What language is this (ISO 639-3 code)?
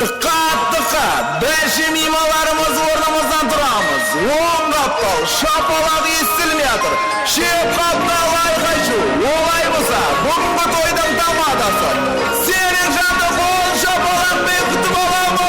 kaa